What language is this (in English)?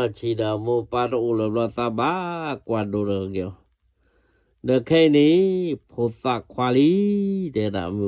S'gaw Karen